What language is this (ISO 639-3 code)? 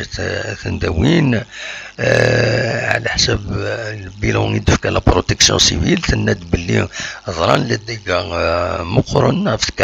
kab